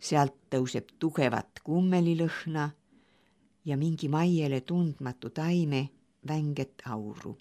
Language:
Estonian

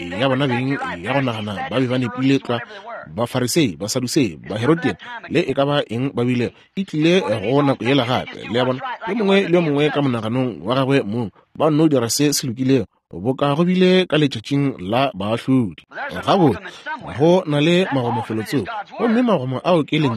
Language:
Northern Sotho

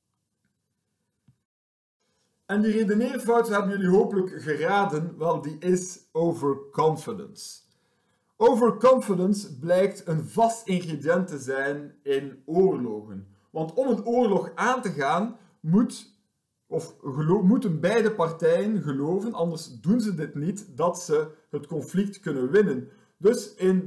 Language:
Dutch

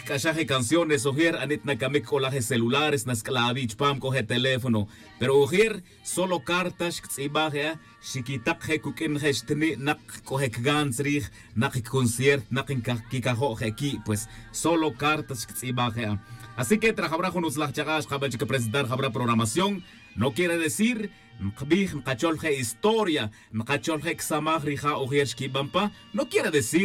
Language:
Tz'utujil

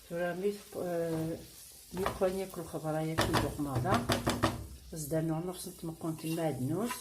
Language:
Kabyle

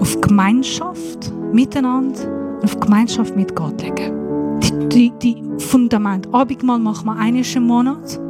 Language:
Swiss German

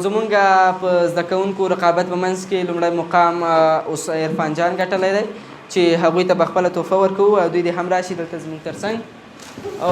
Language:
Pashto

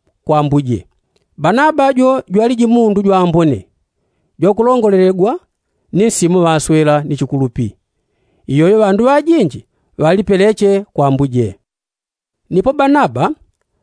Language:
Yao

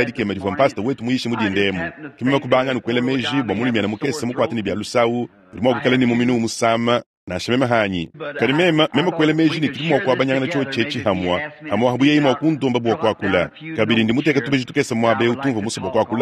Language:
Luba-Lulua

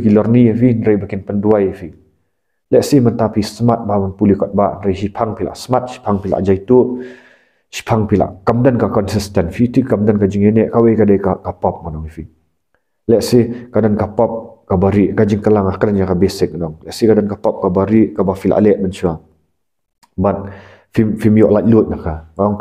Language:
Khasi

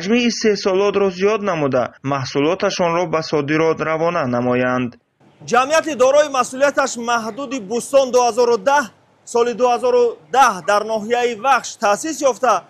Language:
Tajik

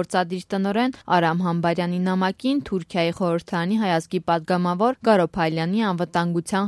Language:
Armenian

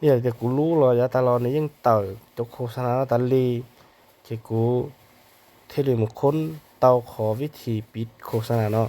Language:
Hmong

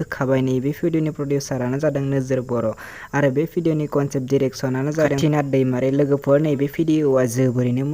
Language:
Bodo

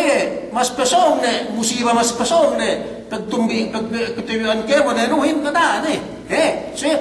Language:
Yakan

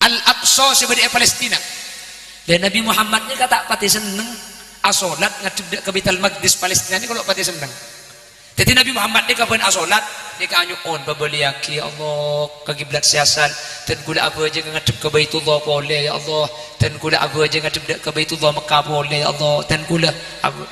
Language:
Madurese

